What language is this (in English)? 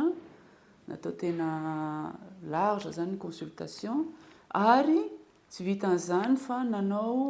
Malagasy